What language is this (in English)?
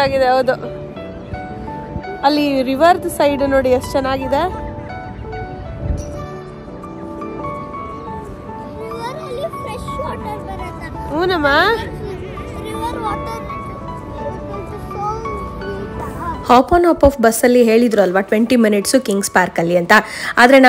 Kannada